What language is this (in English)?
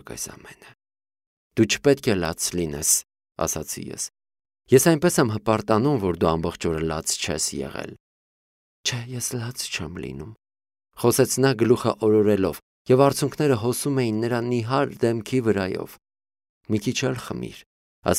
Armenian